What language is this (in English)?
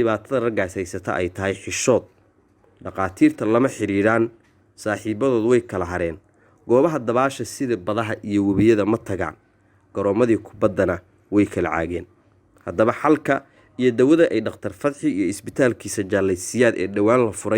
Somali